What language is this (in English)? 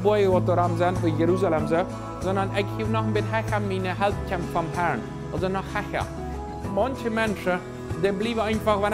Plautdietsch